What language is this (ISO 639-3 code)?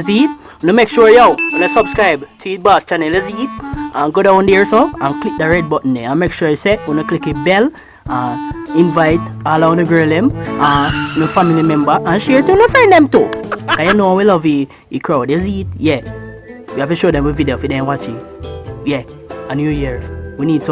jam